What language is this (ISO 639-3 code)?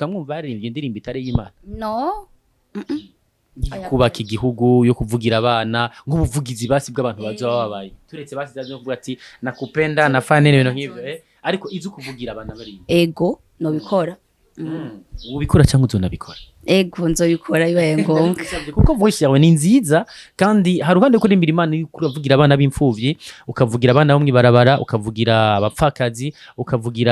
run